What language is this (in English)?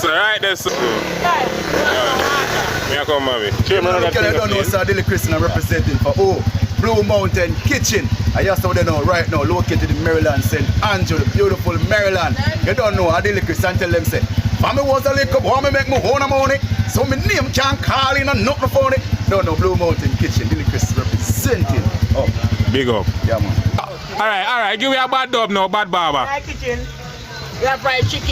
Jamaican Creole English